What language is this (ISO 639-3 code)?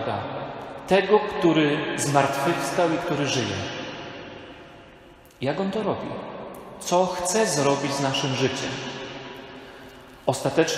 pol